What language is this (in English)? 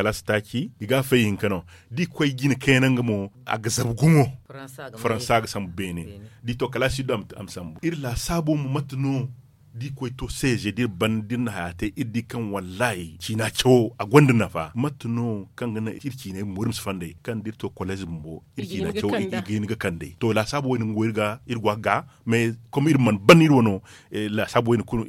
Zarma